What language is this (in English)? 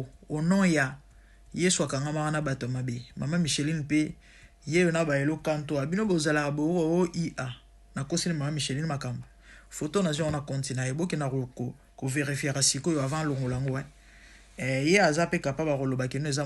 Lingala